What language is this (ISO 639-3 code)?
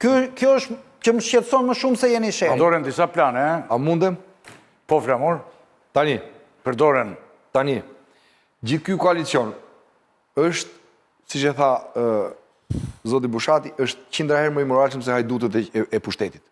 sqi